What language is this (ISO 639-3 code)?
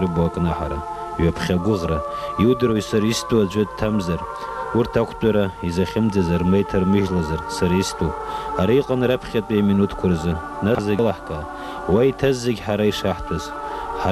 abk